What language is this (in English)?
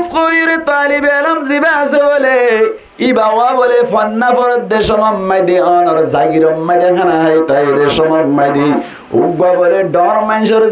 Rohingya